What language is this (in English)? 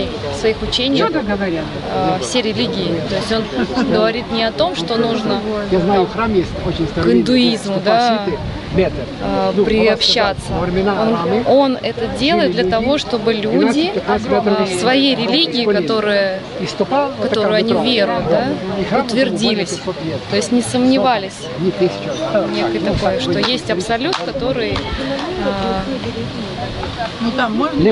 Russian